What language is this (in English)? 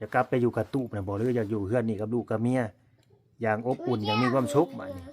Lao